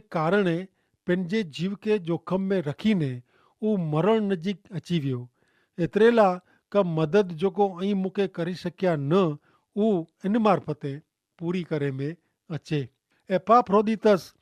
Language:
Kachhi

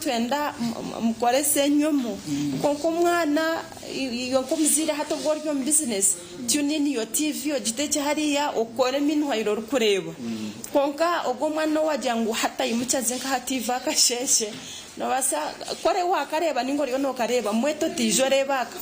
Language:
Nyankole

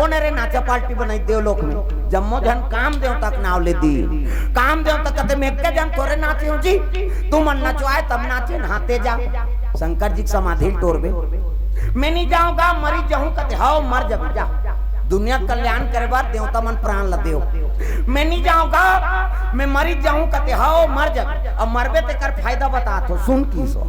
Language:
Chhattisgarhi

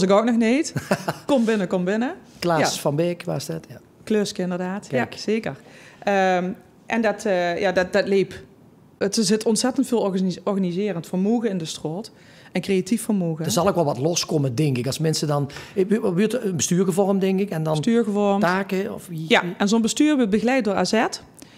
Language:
Limburgish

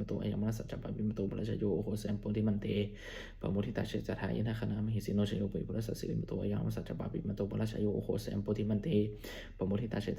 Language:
Pali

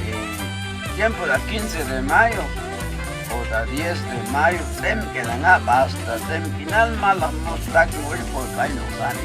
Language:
Chuj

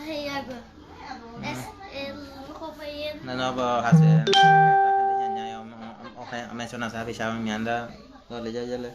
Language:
Guarani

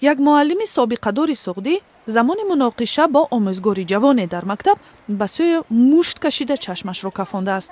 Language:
Tajik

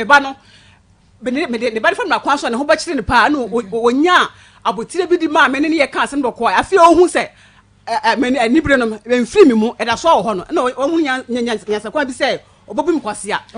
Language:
Akan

